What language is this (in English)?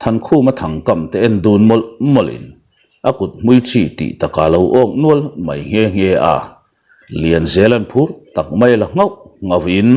Mizo